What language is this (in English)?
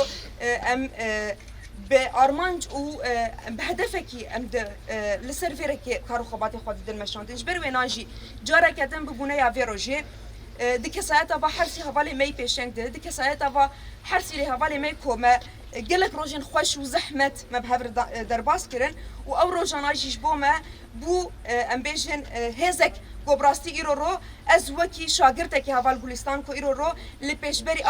Kurdish